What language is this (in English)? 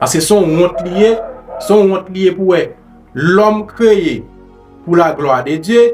Haitian Creole